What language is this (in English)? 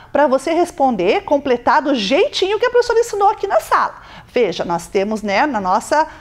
Portuguese